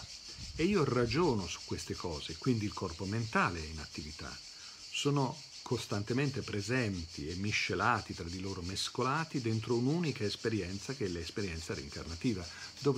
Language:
Italian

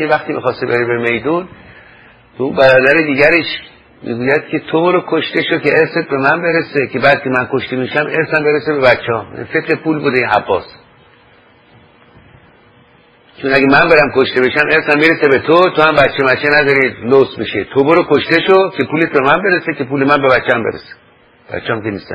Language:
Persian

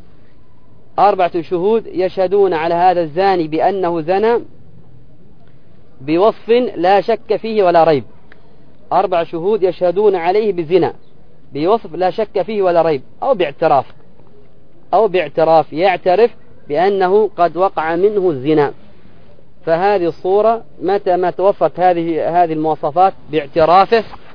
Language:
Arabic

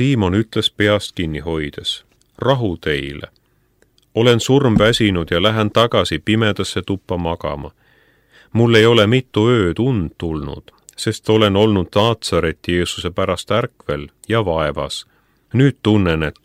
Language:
Estonian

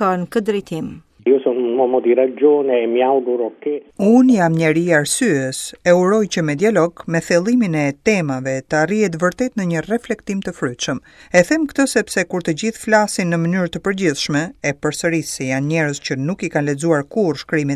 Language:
Albanian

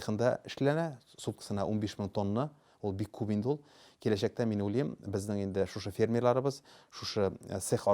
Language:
Tatar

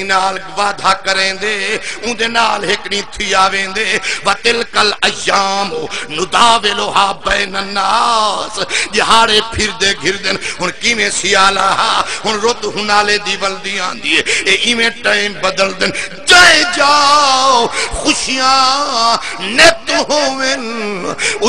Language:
Saraiki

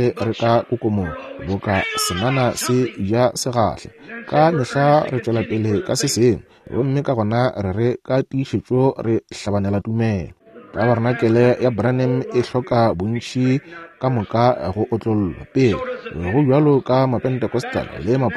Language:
Northern Sotho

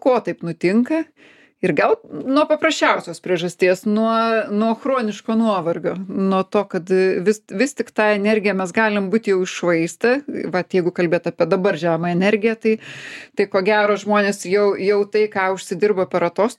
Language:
Lithuanian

